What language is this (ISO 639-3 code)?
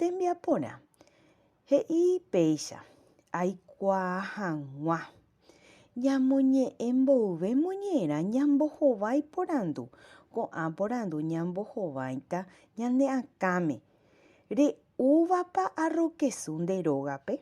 grn